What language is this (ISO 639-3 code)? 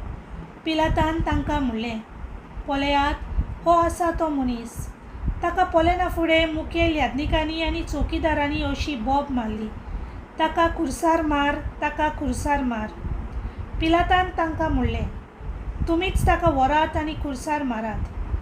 kok